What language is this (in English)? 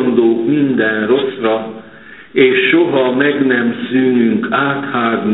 Hungarian